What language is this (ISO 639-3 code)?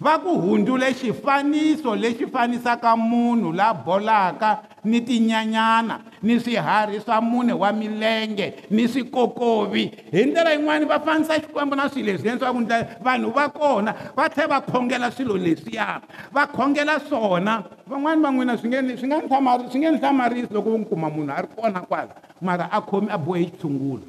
tso